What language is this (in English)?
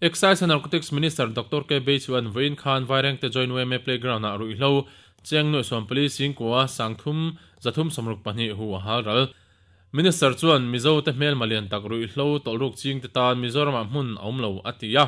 Mizo